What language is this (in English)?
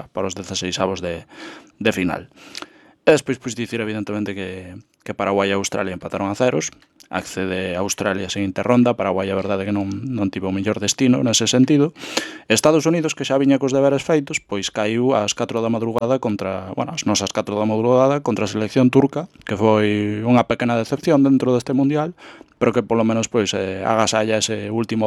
Galician